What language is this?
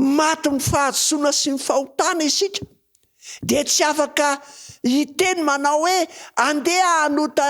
Malagasy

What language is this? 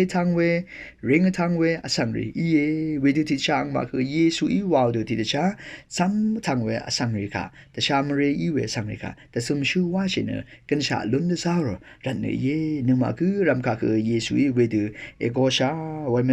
Rawang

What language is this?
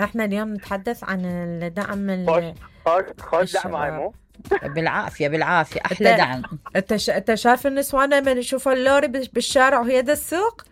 Mesopotamian Arabic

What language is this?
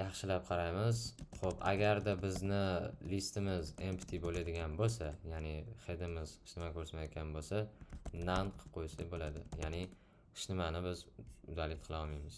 Uzbek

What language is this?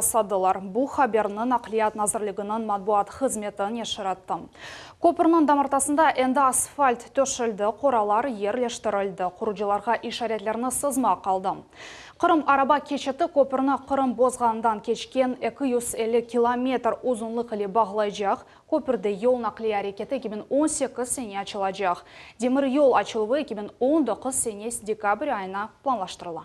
Crimean Tatar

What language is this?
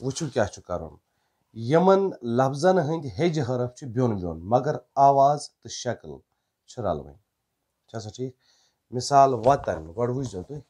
Kashmiri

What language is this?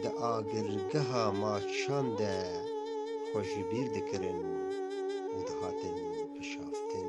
Kurdish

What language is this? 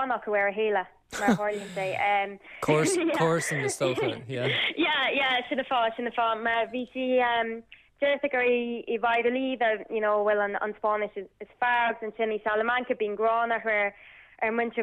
Irish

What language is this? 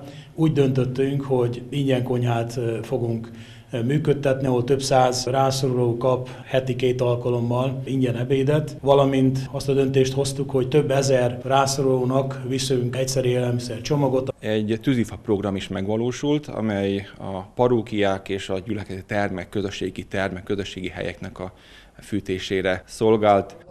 Hungarian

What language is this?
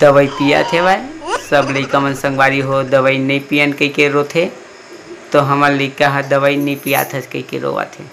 Chhattisgarhi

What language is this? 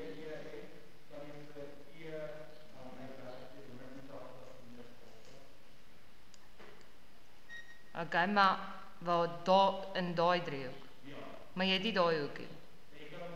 Afrikaans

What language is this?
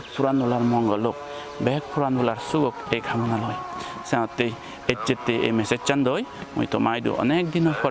Chakma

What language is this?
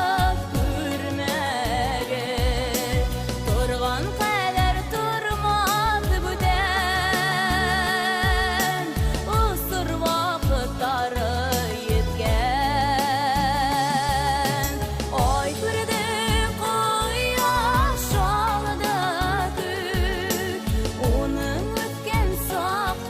Bashkir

